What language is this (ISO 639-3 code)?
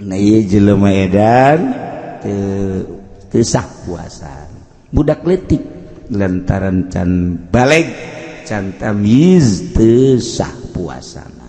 sun